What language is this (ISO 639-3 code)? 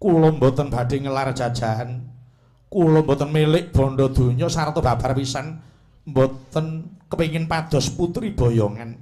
jav